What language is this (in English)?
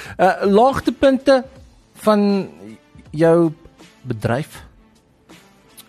Afrikaans